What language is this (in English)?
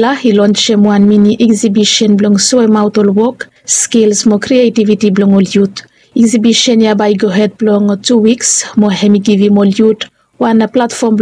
Bislama